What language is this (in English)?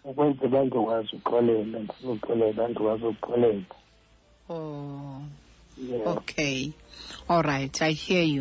Xhosa